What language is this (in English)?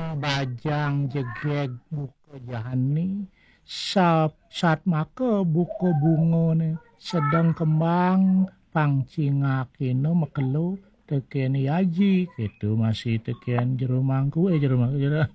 Balinese